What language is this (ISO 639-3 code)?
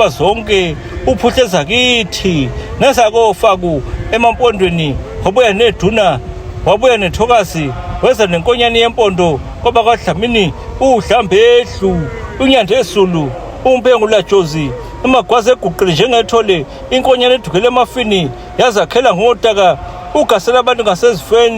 zul